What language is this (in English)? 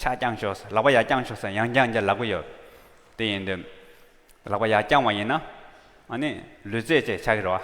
Tibetan